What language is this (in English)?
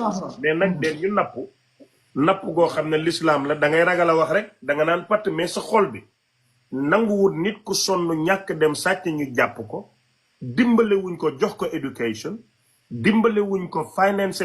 Wolof